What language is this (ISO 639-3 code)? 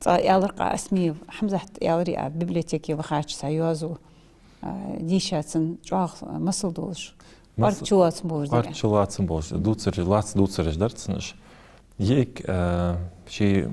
inh